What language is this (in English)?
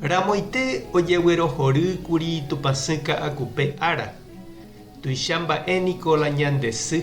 Guarani